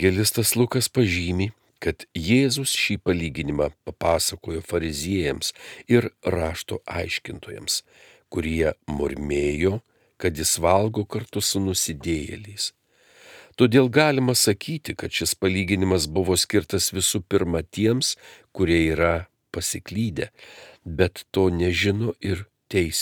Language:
Lithuanian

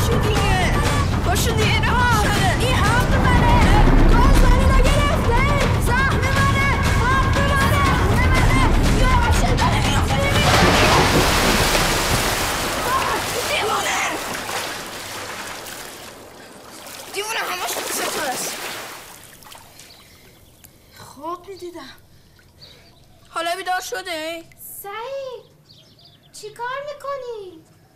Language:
Persian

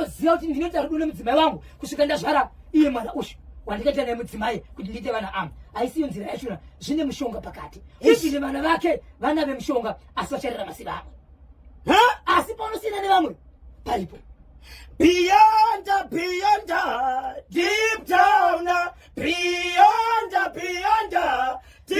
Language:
Shona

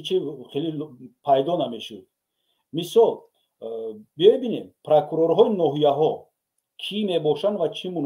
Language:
Tajik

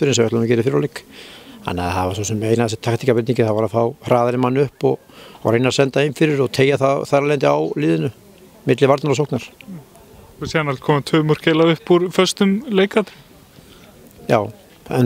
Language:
Icelandic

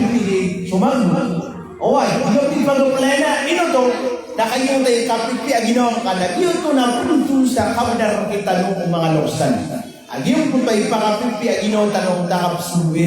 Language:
Maranao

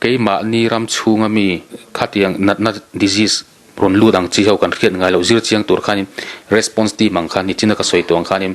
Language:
Mizo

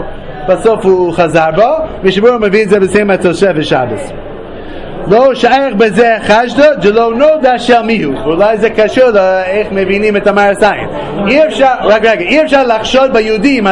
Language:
Hebrew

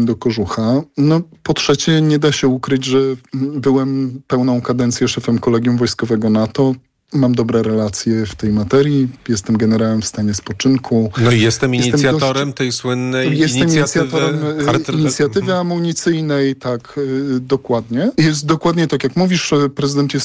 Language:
Polish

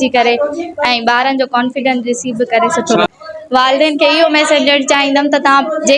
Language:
Sindhi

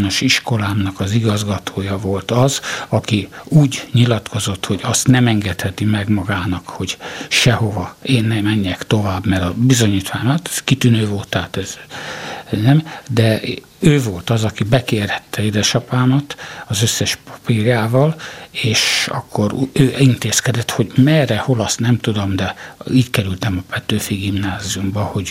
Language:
Hungarian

